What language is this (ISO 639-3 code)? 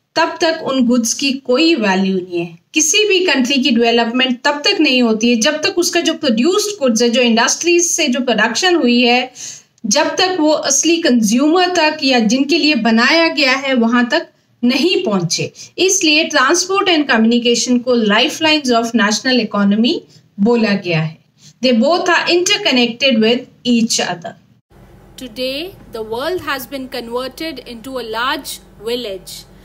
hin